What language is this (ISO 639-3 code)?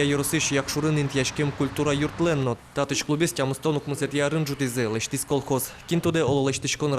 udm